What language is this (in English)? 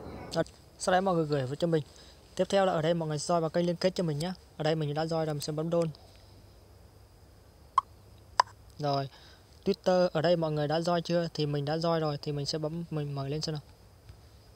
Vietnamese